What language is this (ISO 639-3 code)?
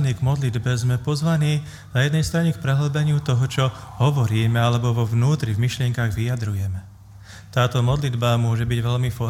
slk